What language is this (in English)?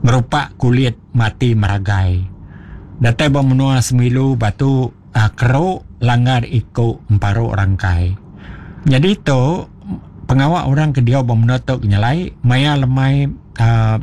Iban